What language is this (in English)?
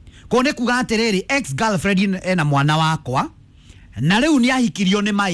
Kikuyu